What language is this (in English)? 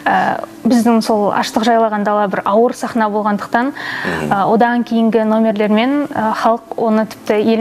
Kazakh